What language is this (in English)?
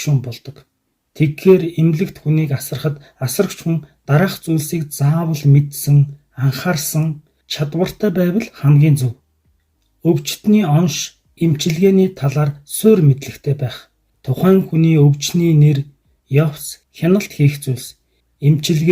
Mongolian